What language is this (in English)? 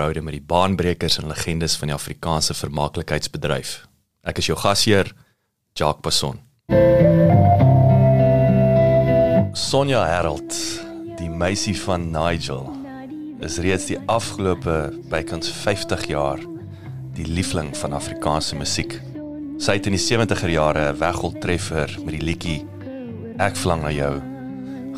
Afrikaans